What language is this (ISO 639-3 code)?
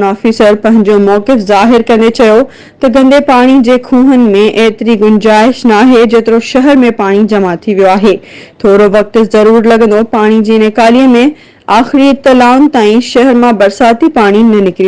snd